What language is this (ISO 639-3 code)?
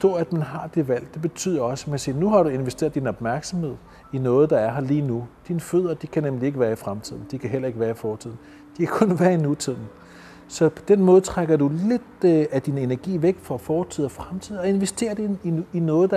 dan